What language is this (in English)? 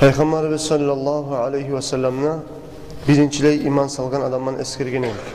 Kumyk